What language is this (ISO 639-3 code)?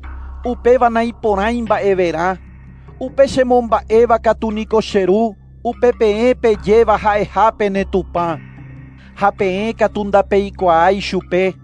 grn